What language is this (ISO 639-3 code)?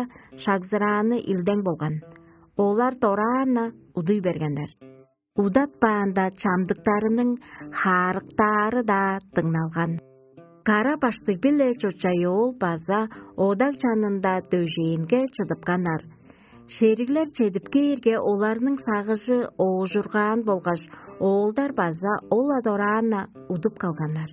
tyv